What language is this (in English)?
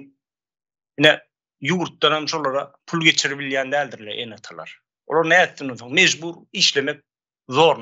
Turkmen